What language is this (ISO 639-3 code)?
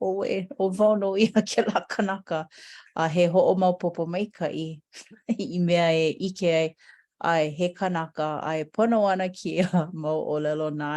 haw